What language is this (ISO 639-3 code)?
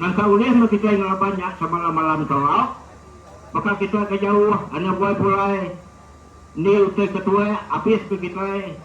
iba